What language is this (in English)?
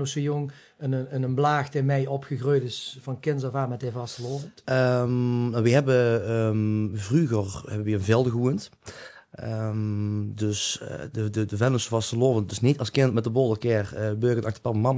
Limburgish